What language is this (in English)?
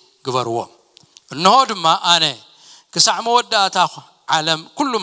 Tigrinya